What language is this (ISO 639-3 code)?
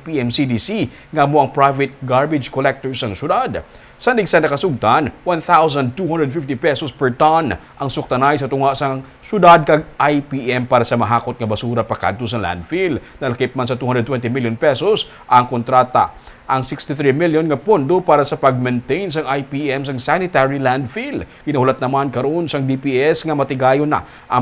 hil